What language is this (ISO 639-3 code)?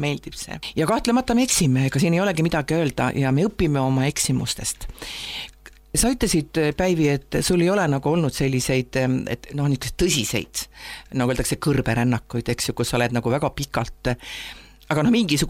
est